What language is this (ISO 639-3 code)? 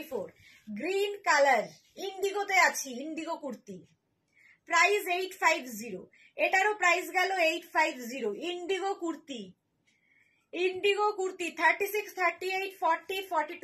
ben